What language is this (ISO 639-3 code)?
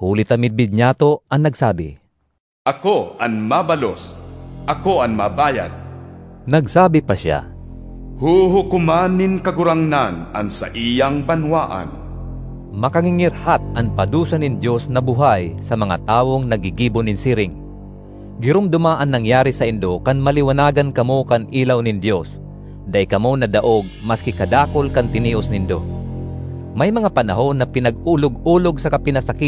bik